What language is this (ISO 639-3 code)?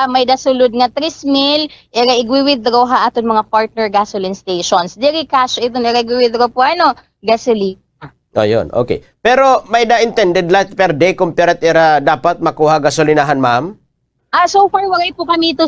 war